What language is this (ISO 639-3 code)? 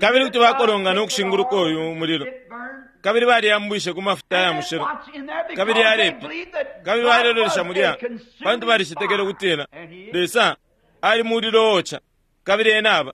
bem